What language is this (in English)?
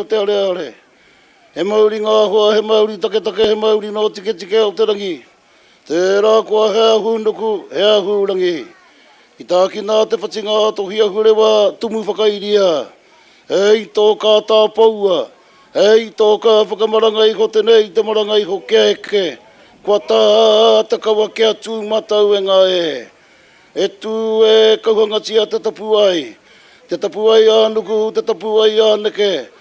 Māori